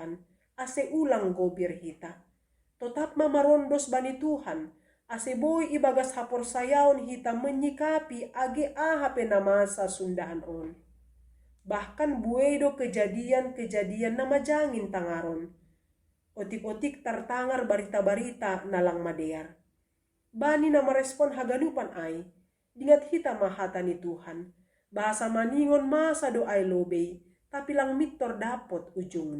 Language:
Batak Simalungun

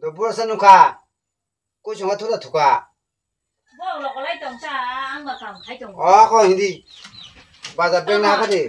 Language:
Kok Borok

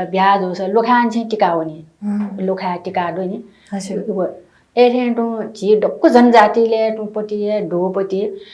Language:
Newari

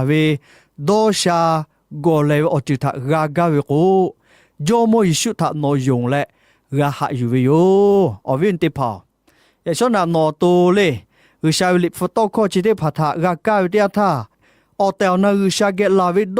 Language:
Lahu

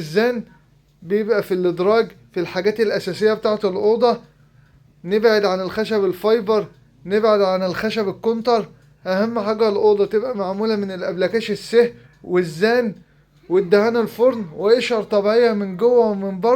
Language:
Egyptian Arabic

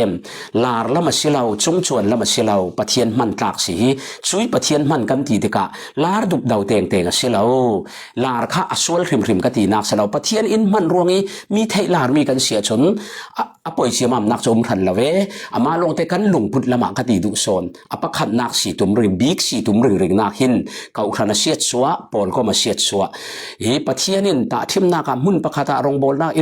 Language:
Falam Chin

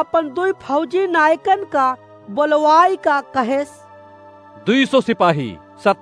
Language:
Awadhi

